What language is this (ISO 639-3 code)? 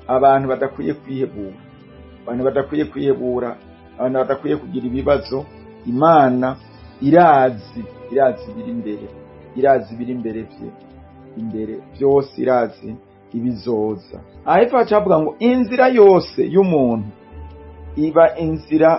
run